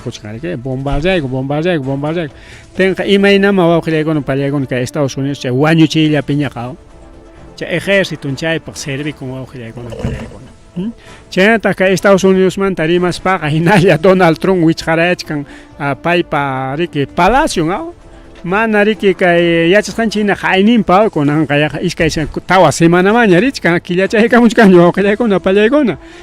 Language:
Ayacucho Quechua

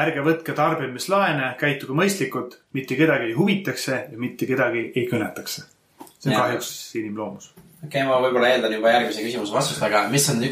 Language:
Estonian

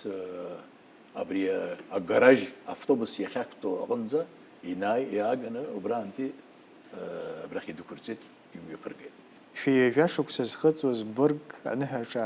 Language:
Abkhazian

